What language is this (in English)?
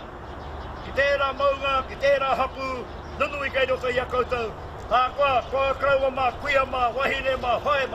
Māori